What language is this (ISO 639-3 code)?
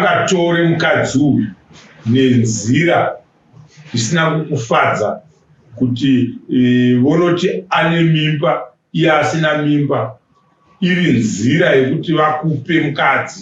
sna